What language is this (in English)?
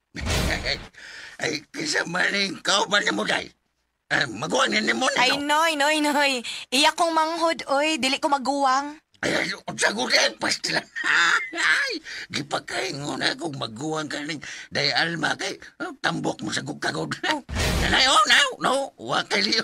Cebuano